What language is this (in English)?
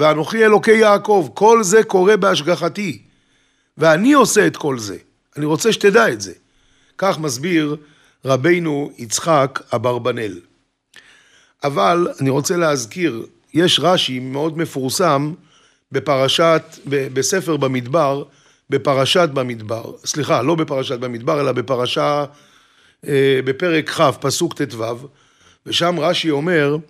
Hebrew